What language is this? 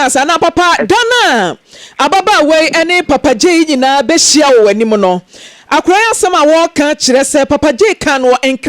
Akan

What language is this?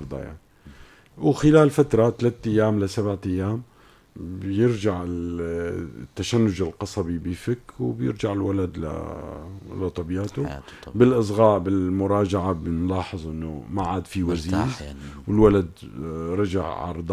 North Levantine Arabic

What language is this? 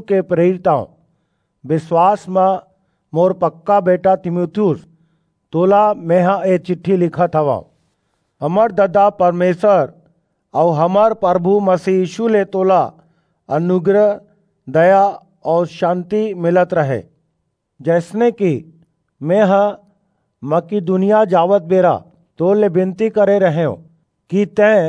Chhattisgarhi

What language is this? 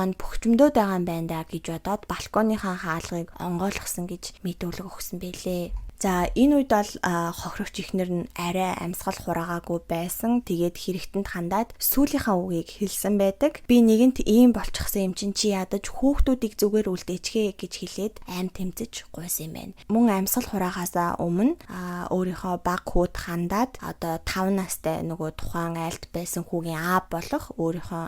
Mongolian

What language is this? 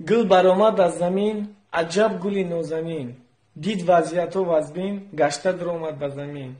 Tajik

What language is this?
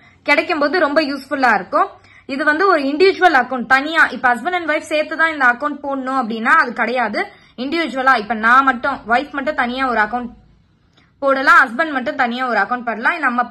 Tamil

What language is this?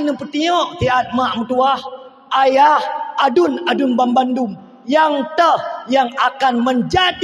Achinese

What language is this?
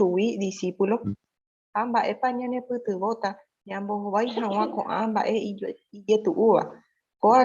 Guarani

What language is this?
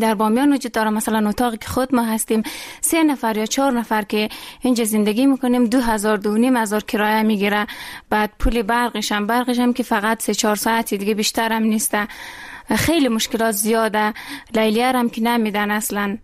Persian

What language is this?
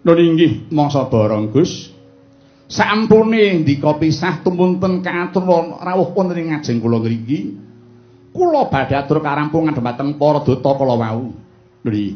Javanese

